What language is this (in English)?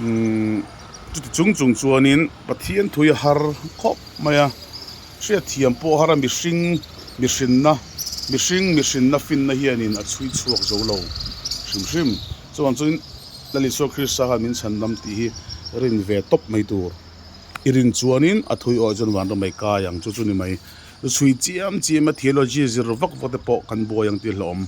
Mizo